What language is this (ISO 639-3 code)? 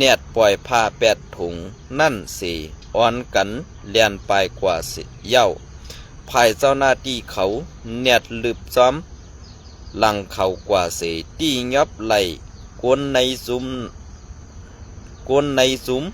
shn